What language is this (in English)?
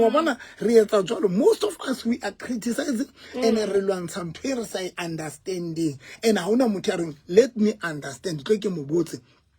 Southern Sotho